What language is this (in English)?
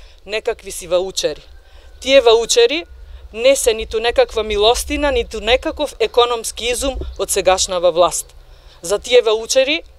Macedonian